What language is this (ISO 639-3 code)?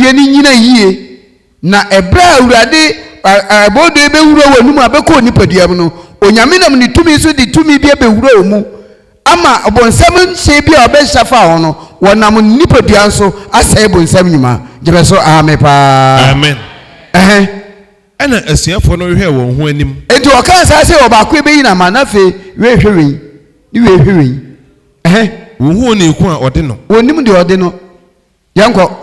aka